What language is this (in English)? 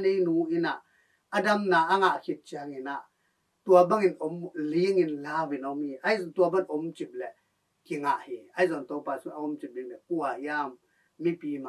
Tedim Chin